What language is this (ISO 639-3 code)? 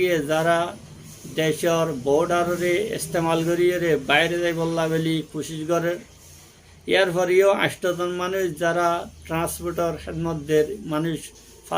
rhg